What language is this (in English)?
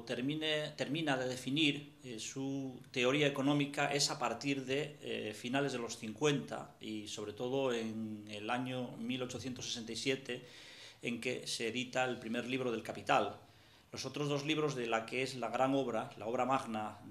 Spanish